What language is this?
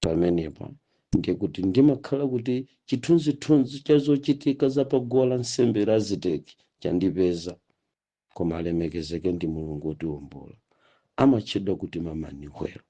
Nyanja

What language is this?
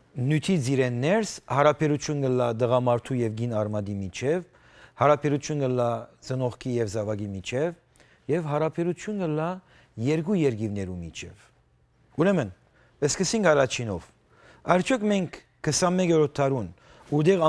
Western Armenian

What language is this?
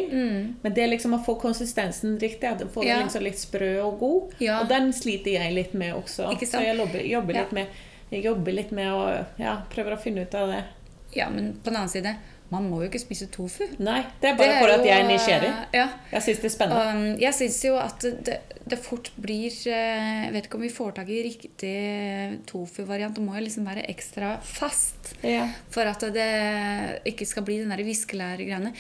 Norwegian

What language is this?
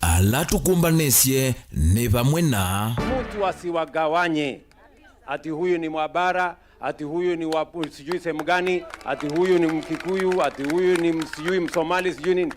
Kamba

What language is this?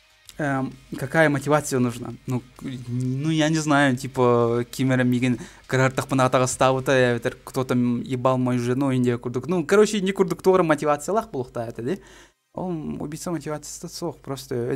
Yakut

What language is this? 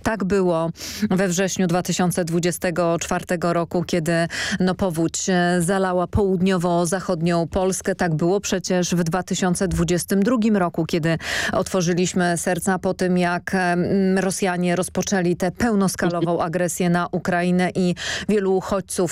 Polish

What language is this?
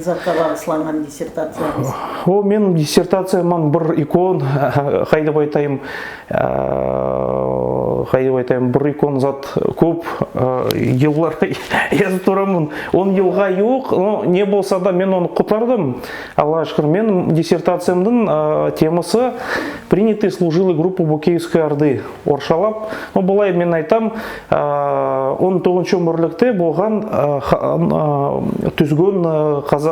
Nogai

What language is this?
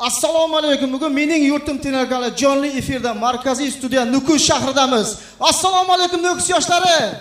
Kara-Kalpak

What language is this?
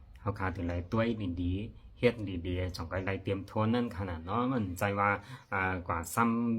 Shan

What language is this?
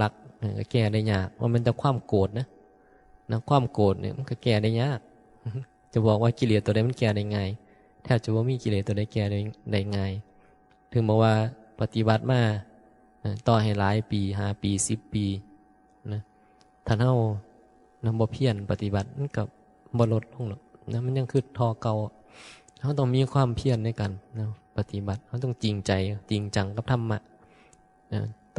Northeastern Thai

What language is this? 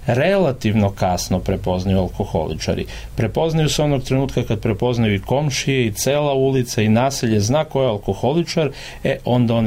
Serbian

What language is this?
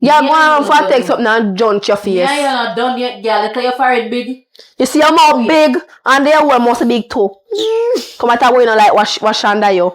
Jamaican Creole English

